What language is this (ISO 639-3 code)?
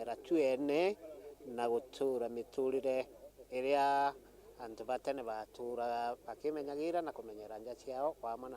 mer